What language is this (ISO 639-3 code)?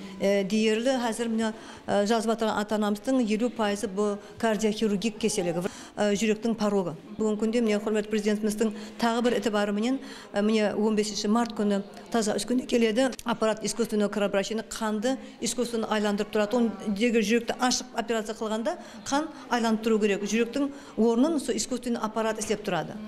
kaa